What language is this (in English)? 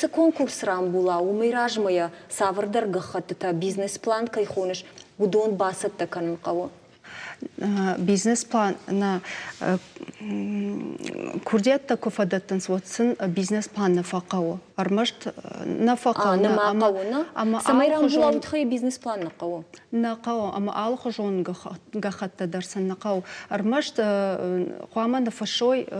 Ossetic